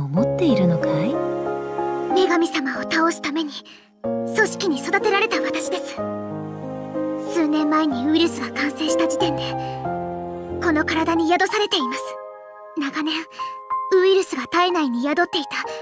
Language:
Japanese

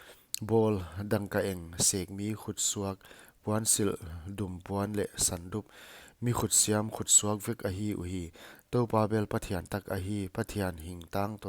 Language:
Paite Chin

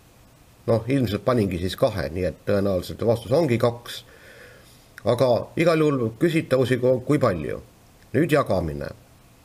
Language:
Estonian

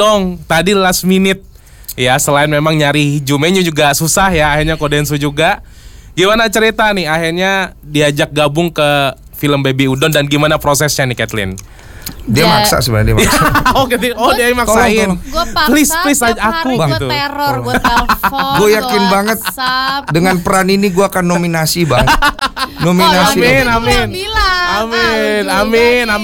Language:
Indonesian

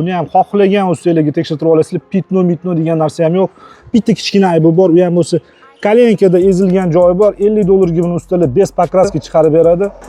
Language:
Uzbek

